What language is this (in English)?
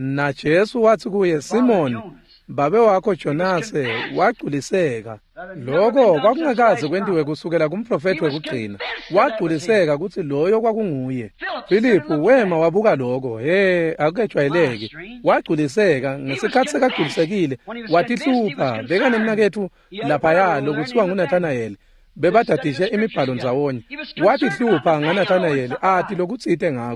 Swati